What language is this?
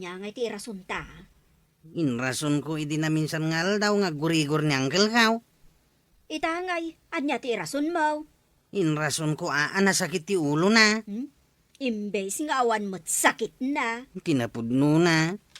Iloko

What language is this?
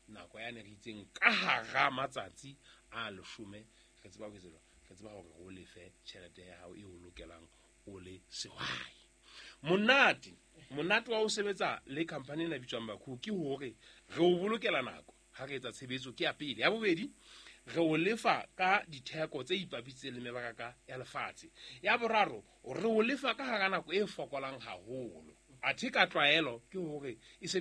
Southern Sotho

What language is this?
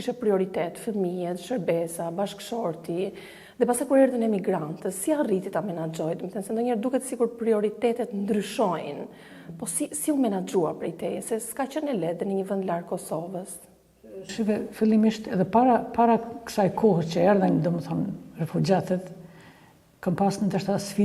Albanian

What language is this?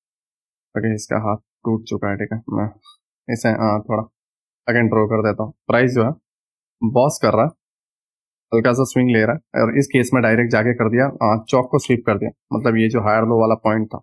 Hindi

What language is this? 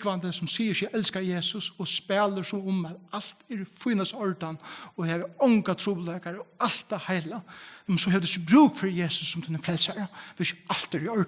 Faroese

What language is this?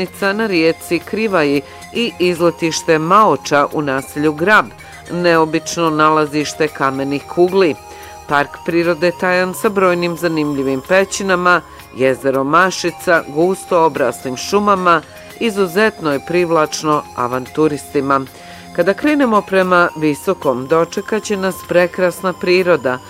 Bosnian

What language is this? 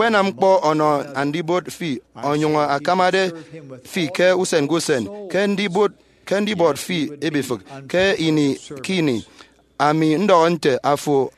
Efik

